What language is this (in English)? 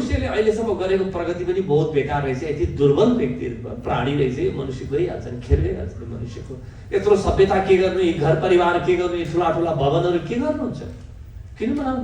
Nepali